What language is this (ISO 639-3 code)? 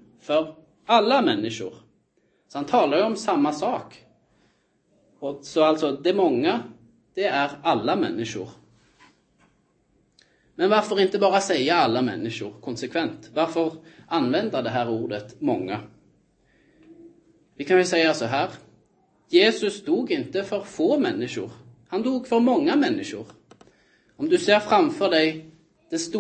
nor